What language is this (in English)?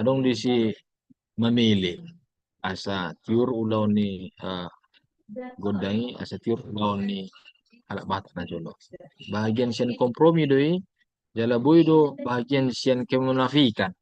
Batak Toba